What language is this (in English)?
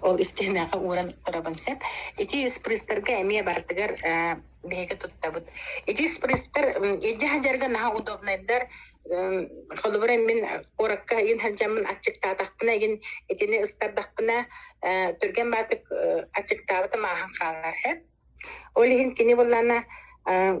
Yakut